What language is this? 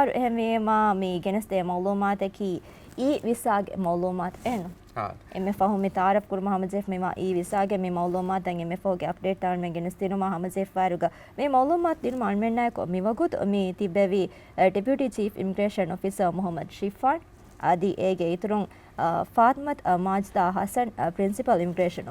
Divehi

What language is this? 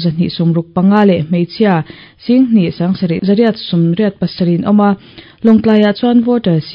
Mizo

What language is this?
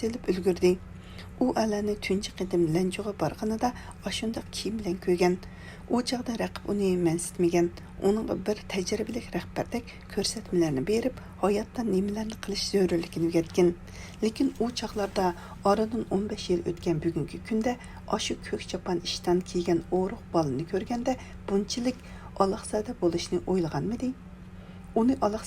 Uyghur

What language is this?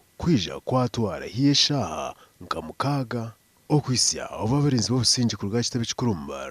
Nyankole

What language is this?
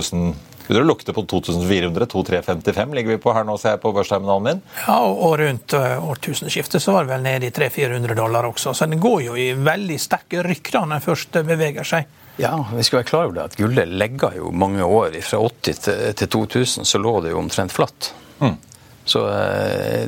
Norwegian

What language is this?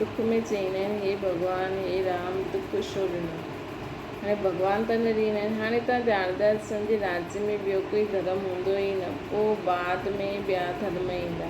Sindhi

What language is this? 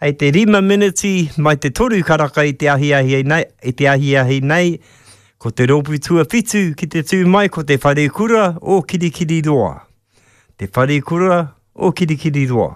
Māori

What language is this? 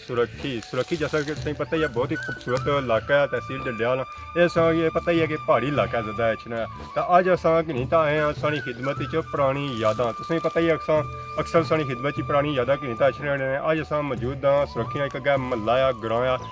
Pahari-Potwari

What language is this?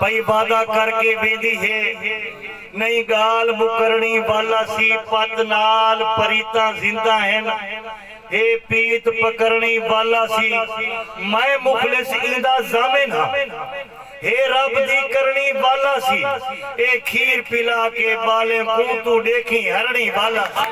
Saraiki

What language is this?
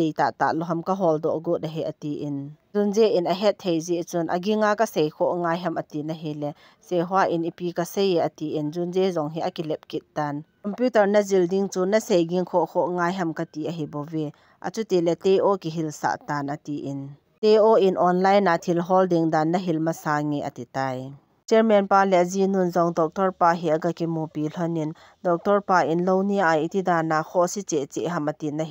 Thado Chin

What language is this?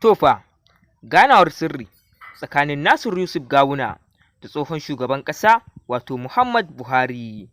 Hausa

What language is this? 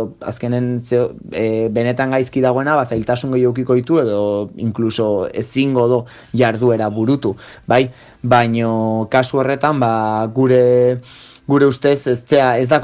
Basque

